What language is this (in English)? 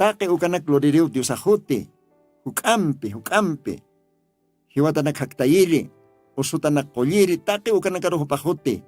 Aymara